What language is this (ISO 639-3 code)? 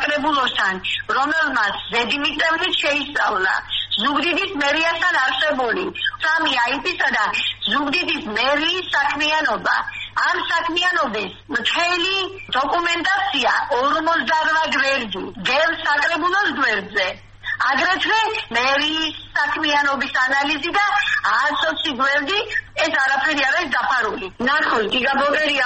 kat